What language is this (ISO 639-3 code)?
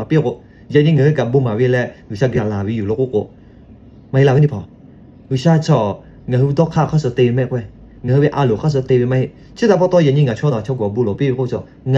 lhu